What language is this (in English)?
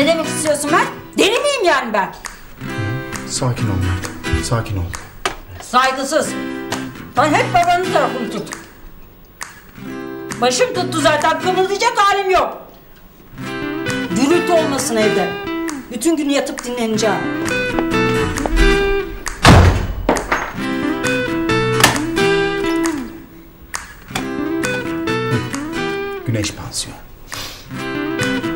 Turkish